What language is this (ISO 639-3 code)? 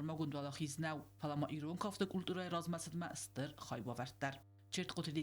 oss